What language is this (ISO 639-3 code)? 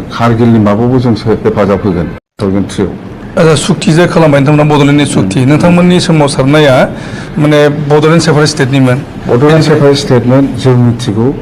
brx